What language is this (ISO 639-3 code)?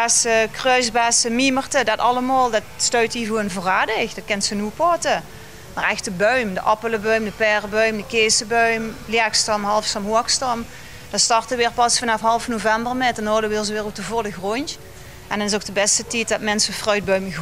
lim